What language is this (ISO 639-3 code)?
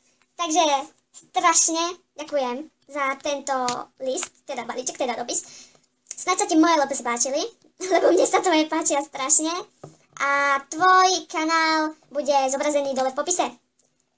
slk